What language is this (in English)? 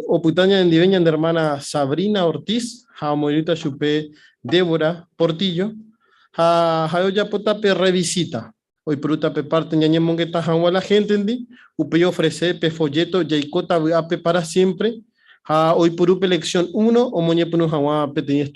Guarani